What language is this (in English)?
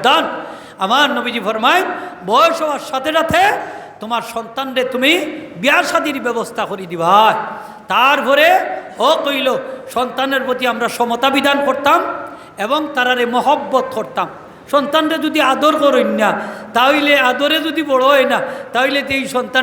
Sylheti